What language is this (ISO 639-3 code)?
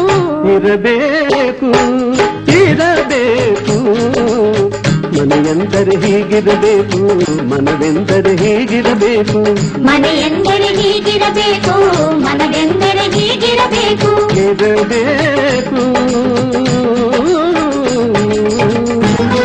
kan